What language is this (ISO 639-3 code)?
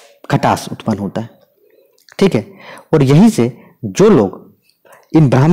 hin